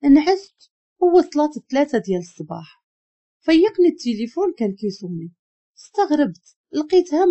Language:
Moroccan Arabic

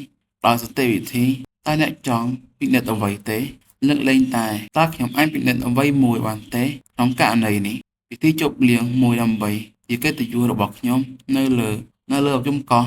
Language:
Khmer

